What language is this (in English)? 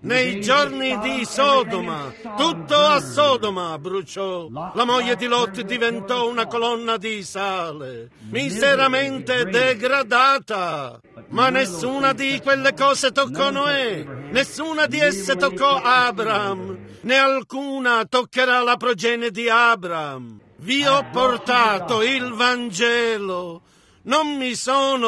Italian